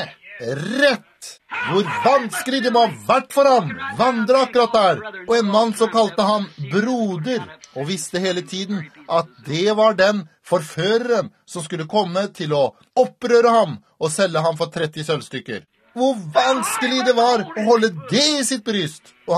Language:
Norwegian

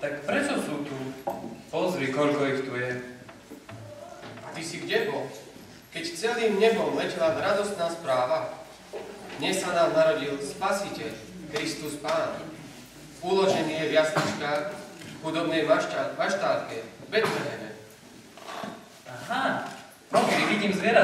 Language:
Slovak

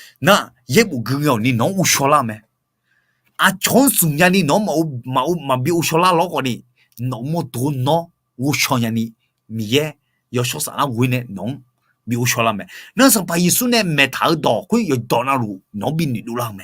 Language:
Akha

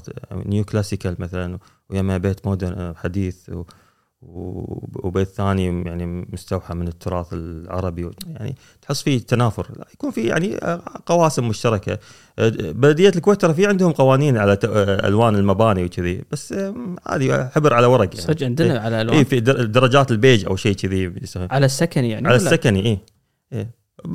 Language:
Gulf Arabic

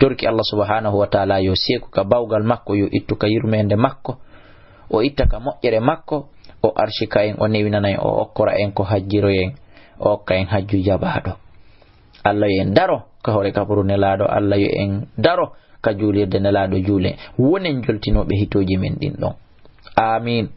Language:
Fula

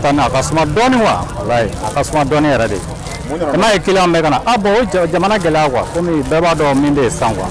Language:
Bambara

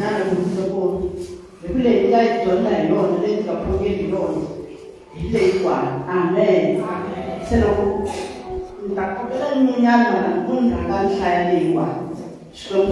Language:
Tsonga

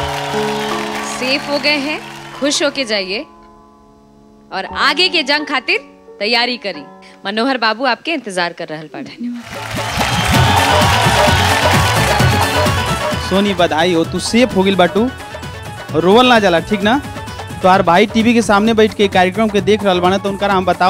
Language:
Bhojpuri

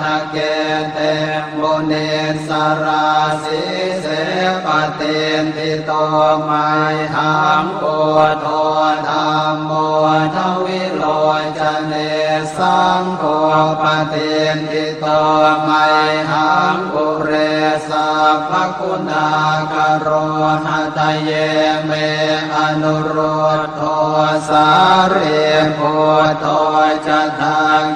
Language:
Pali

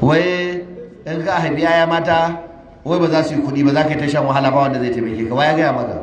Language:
Hausa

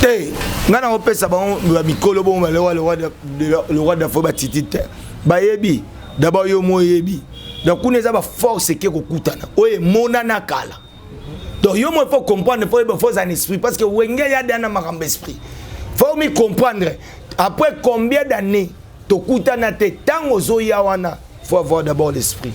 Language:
Lingala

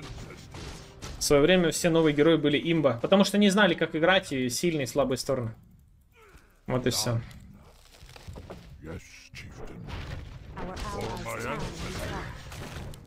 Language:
Russian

